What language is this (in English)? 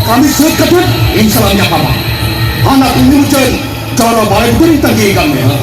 Santali